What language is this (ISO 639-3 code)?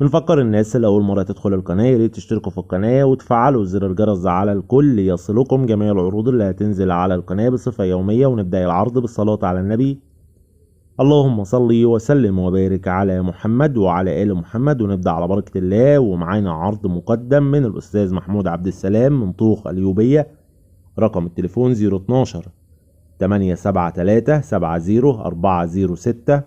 arz